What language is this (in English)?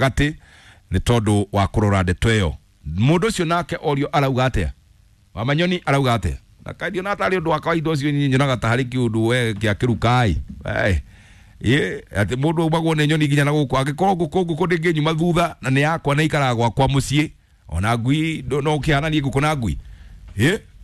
Kikuyu